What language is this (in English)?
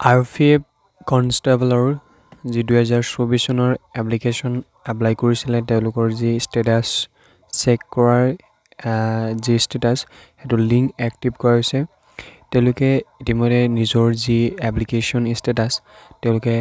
Assamese